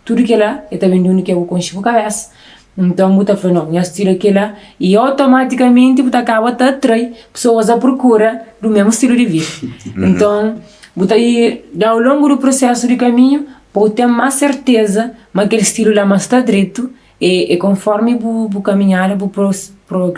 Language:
Kabuverdianu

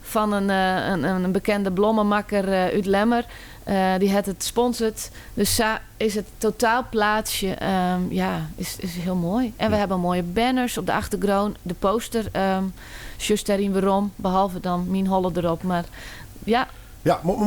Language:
Western Frisian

